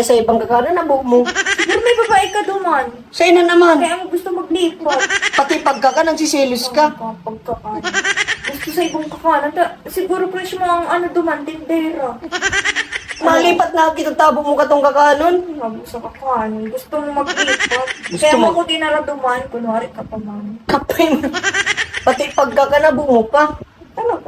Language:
Bikol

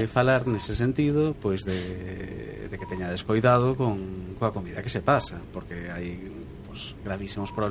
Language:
Galician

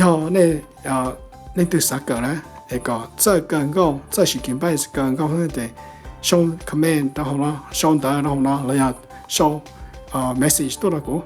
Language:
Hmong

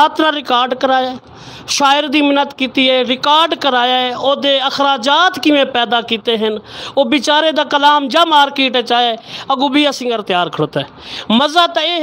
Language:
Saraiki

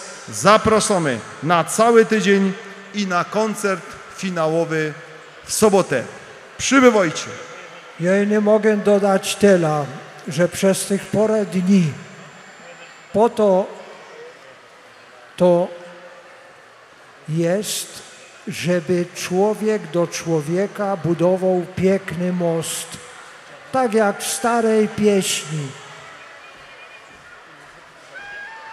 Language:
Polish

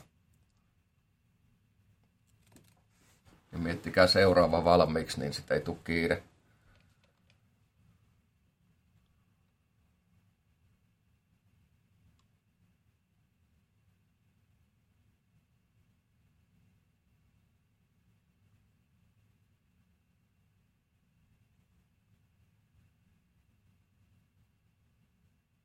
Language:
Finnish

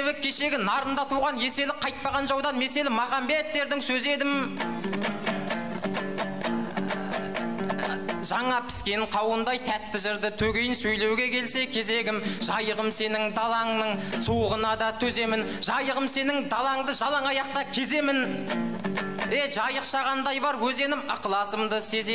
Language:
Kazakh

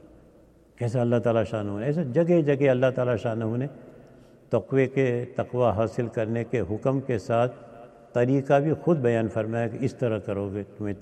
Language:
Urdu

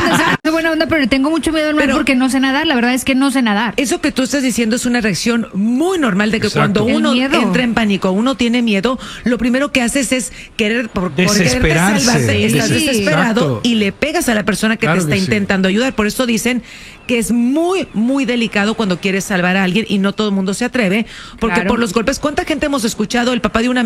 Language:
Spanish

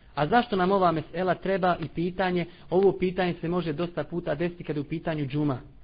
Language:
Bosnian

